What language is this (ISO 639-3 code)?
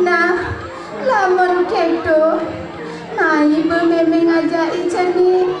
ban